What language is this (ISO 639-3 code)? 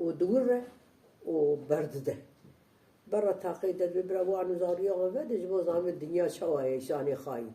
kur